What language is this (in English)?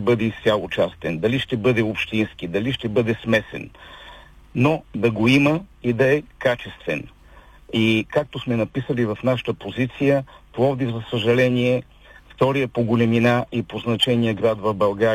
Bulgarian